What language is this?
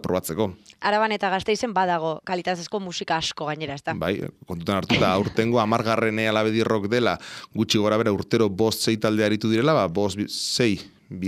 Basque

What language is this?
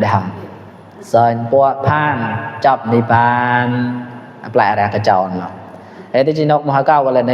Mon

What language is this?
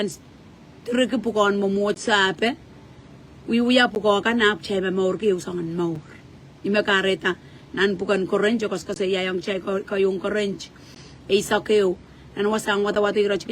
Pohnpeian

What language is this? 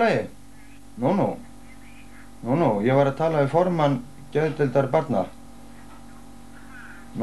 Icelandic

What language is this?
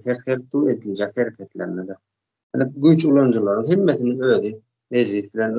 Turkmen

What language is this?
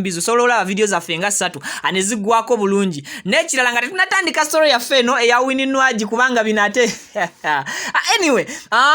Ganda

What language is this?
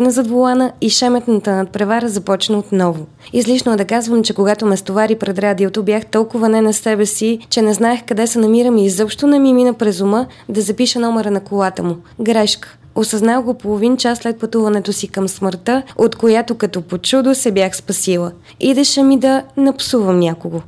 Bulgarian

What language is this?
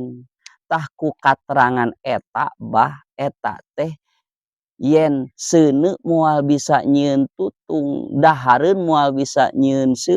Sundanese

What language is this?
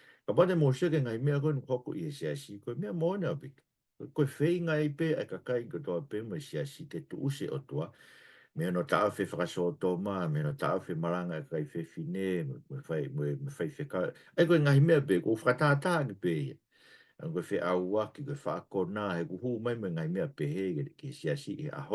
Tongan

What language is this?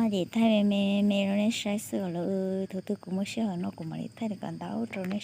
Hmong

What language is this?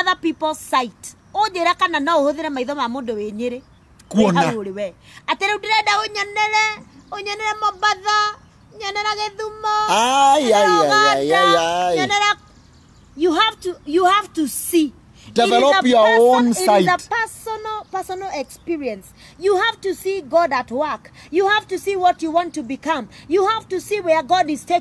Kikuyu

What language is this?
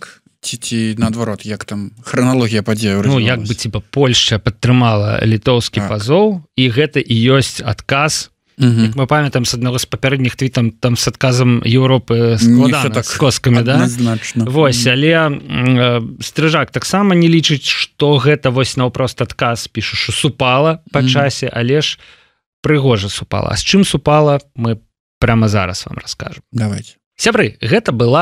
Belarusian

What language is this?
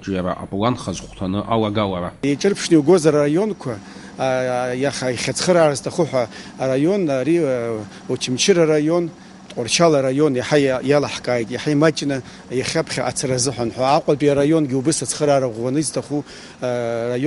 Abkhazian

